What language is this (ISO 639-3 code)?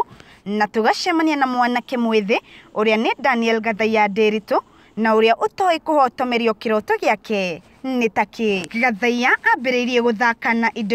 kik